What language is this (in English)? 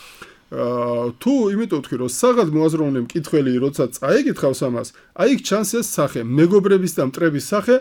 Georgian